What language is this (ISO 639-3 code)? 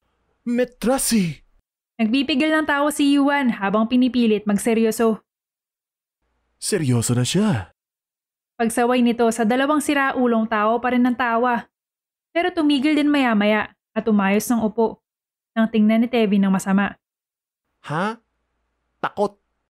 fil